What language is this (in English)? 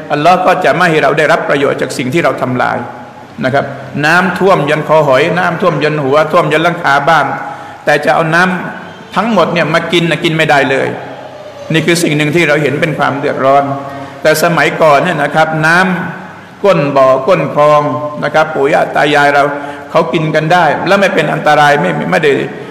Thai